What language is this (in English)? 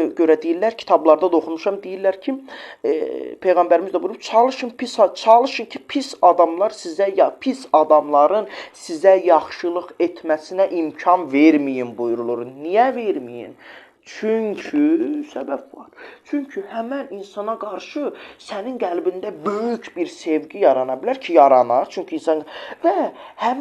Azerbaijani